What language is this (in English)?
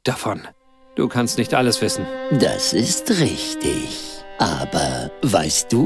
Bavarian